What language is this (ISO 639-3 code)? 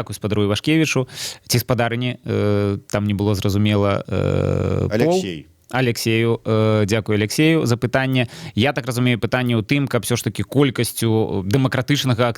bel